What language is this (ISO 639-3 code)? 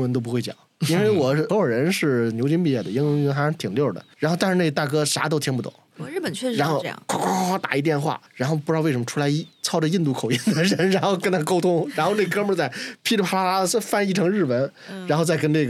zho